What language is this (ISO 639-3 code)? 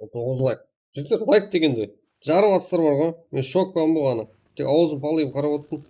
kaa